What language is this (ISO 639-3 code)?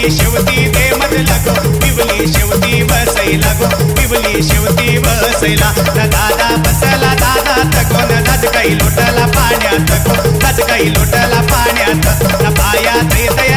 mar